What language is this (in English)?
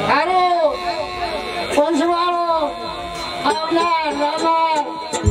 Gujarati